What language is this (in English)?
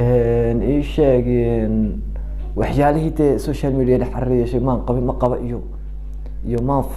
Somali